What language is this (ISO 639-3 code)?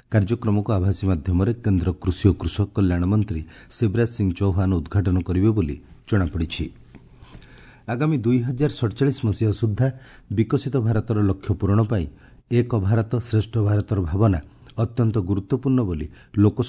ori